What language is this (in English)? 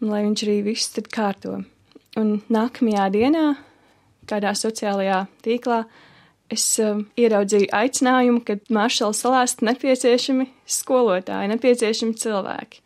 Latvian